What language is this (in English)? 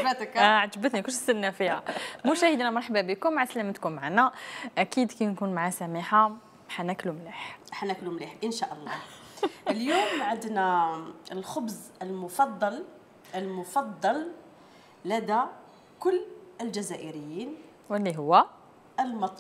Algerian Arabic